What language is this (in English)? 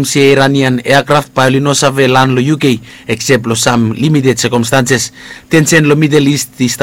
Bislama